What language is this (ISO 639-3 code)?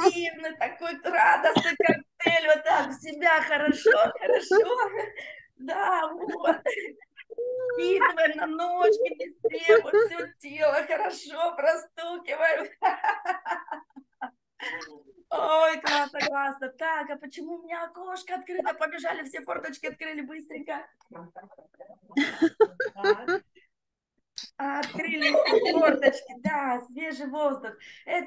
rus